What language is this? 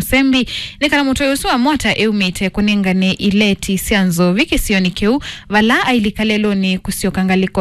Kamba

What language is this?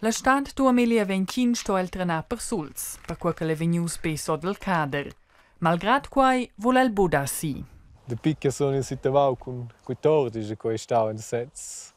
Romansh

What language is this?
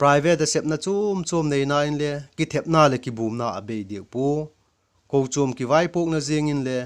Vaiphei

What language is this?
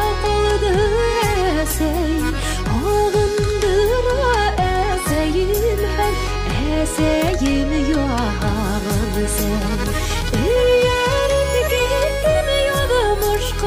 Bashkir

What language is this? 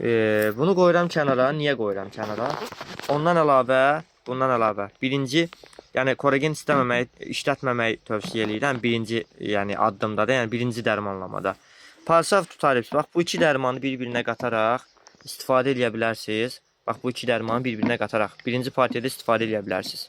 Azerbaijani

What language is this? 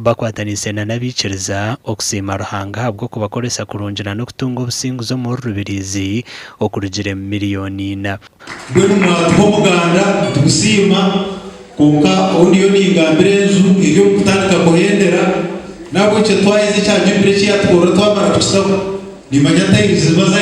Nyankole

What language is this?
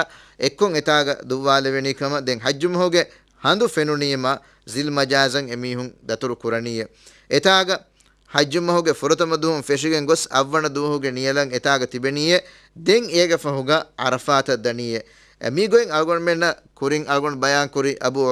Divehi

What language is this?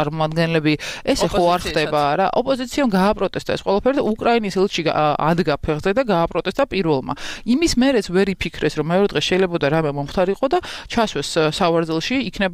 Georgian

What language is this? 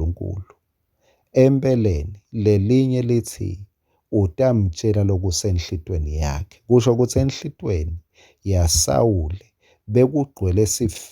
Swati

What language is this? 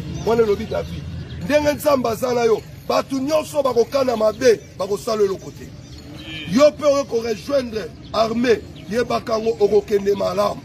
Lingala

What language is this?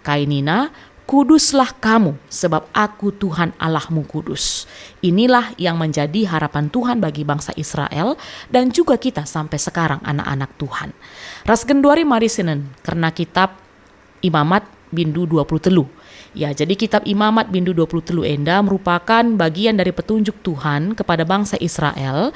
Batak Karo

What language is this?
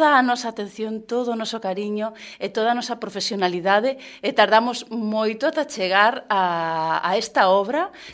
Galician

